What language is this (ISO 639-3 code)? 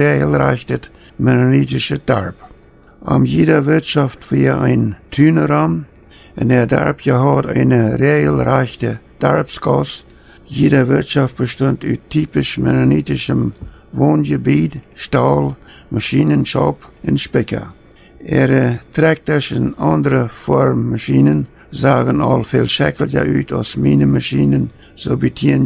pdt